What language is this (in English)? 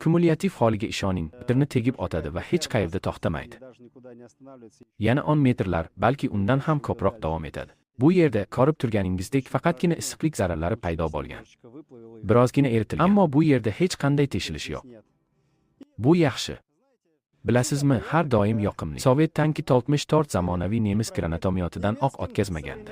Uzbek